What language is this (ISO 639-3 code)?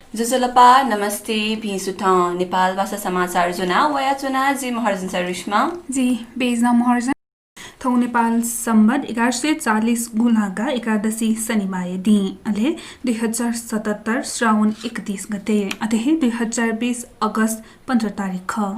new